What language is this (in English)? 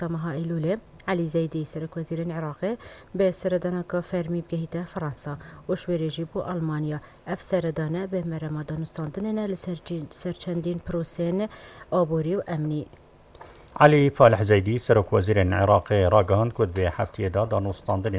Kurdish